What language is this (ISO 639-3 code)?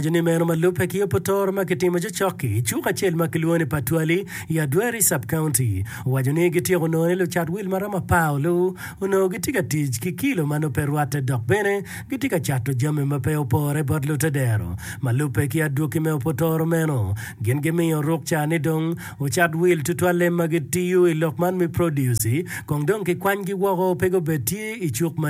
ach